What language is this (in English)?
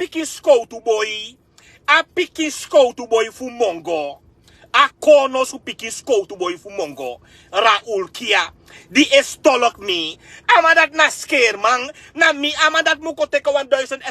Sranan Tongo